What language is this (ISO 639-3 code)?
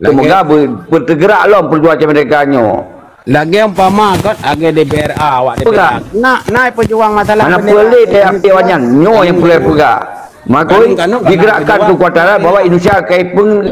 ace